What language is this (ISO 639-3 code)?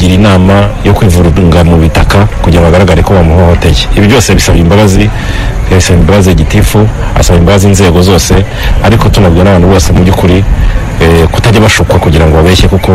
kin